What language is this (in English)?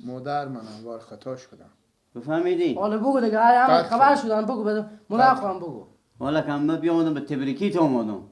Persian